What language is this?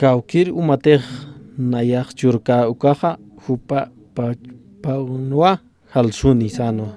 Aymara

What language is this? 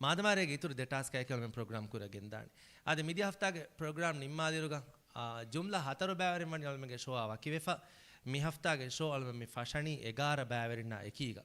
Divehi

